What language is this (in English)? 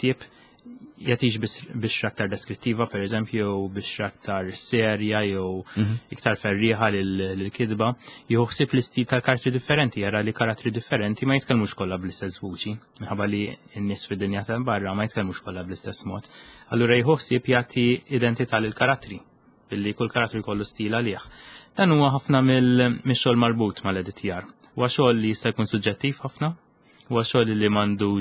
Maltese